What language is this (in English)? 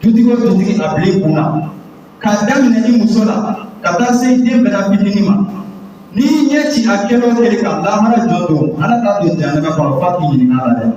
Bambara